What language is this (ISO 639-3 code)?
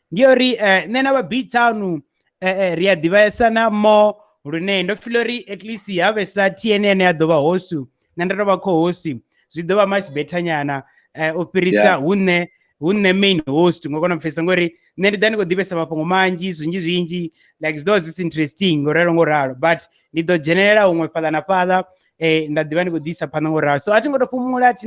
ven